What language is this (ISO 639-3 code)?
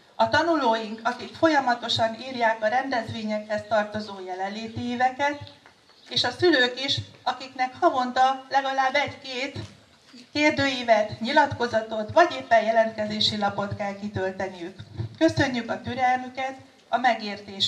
hun